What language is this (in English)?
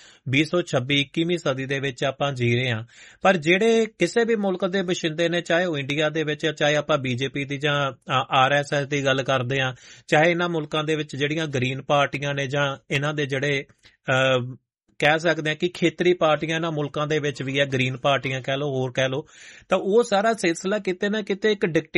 Punjabi